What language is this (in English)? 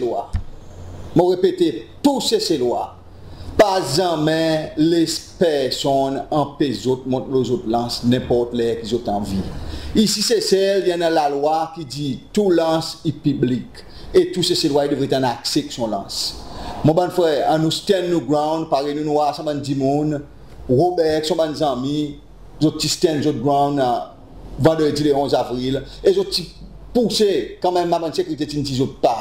Seselwa Creole French